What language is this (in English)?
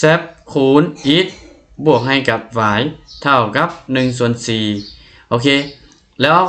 Lao